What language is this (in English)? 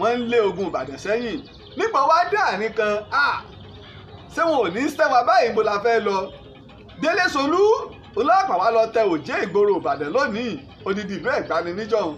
Yoruba